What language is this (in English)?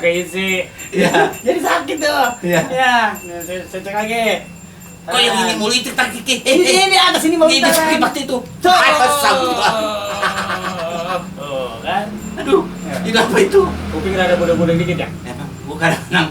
Betawi